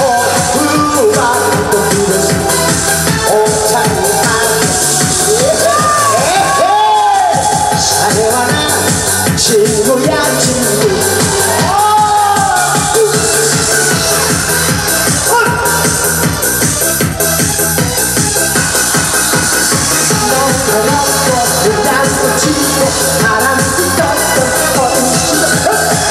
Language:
Korean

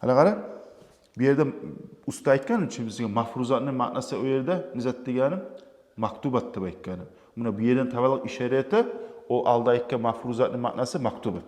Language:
Kumyk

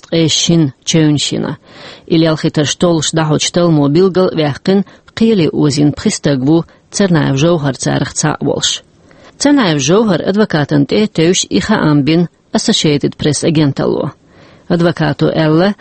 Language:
Chechen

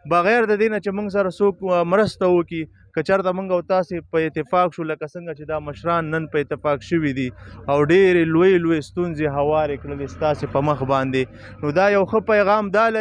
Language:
Pashto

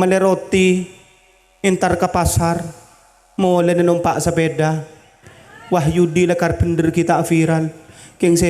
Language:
Madurese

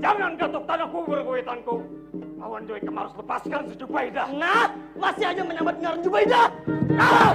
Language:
Banjar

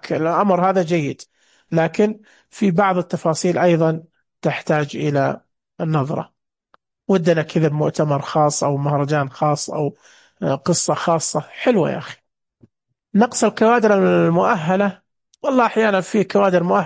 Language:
Najdi Arabic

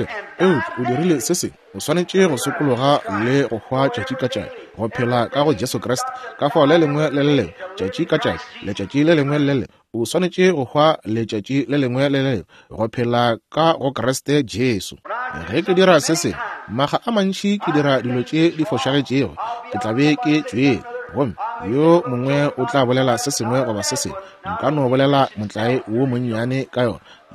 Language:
Northern Sotho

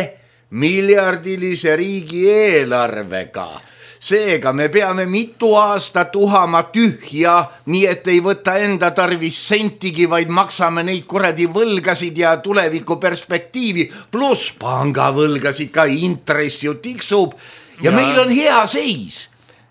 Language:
Estonian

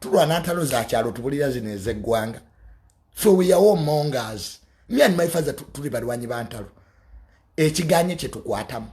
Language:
Ganda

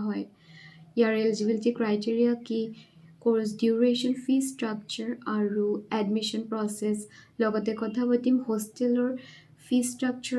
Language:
Assamese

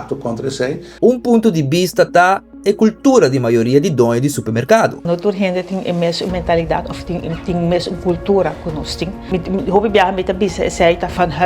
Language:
Papiamento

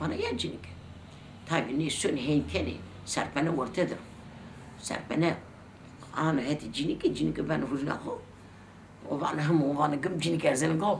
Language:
Zaza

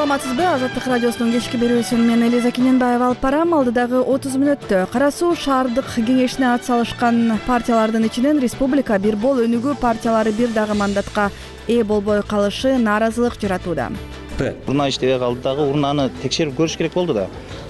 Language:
Kyrgyz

